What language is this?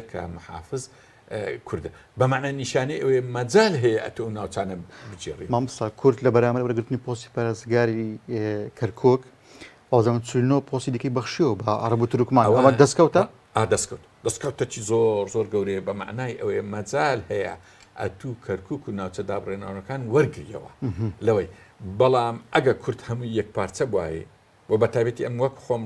Central Kurdish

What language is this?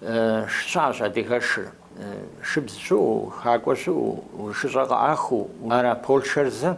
Kabardian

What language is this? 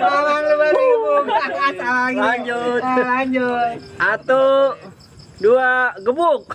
Betawi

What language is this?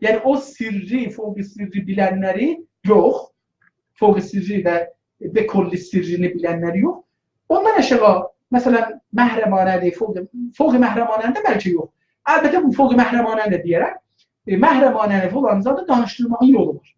South Azerbaijani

